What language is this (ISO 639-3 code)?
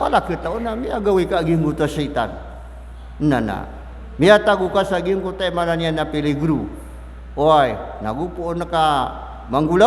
mrw